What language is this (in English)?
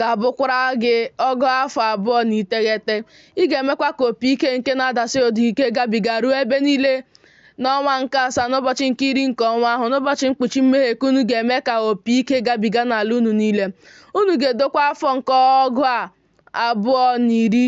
Igbo